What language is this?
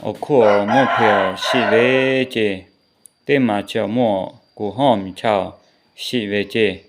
Lahu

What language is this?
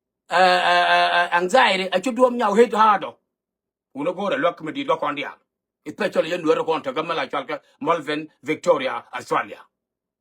Nuer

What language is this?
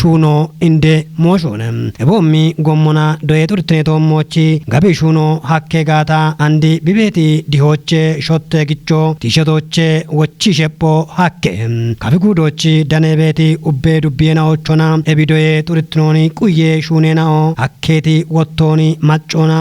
Kafa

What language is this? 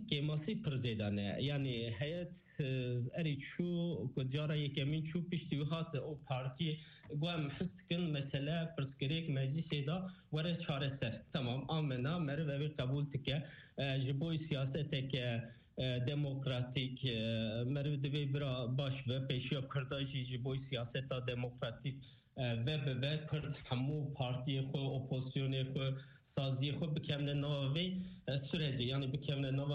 Kurdish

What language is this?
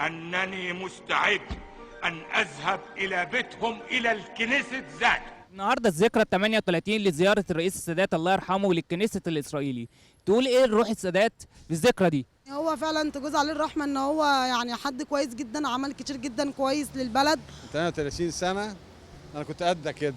Egyptian Arabic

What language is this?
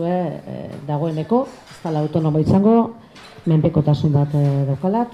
Basque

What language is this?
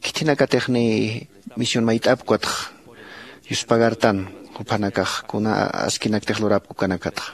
Aymara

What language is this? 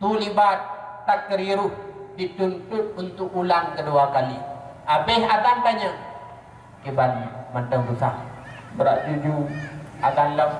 Achinese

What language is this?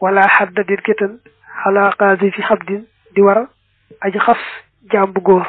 Wolof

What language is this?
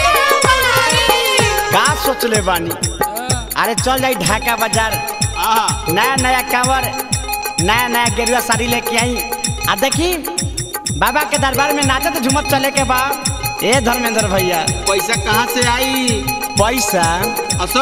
Bhojpuri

